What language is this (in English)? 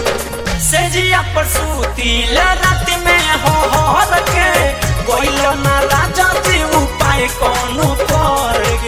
Bhojpuri